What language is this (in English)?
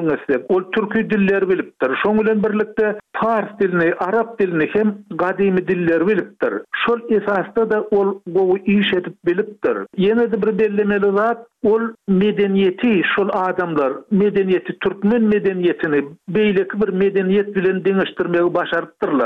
Turkmen